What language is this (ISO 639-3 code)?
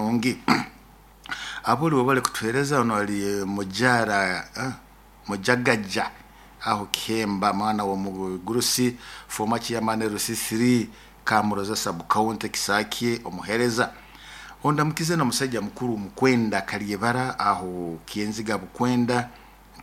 nyo